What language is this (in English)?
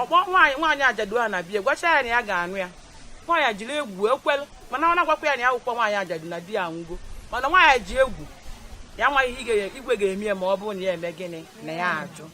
Igbo